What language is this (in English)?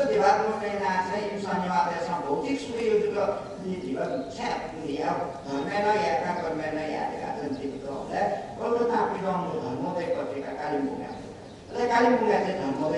Newari